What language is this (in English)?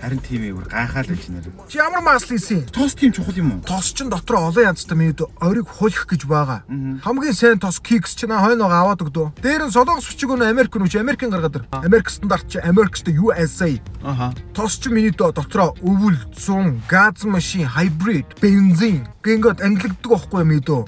Mongolian